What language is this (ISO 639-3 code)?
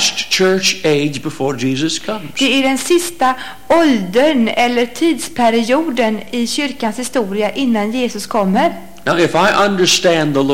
swe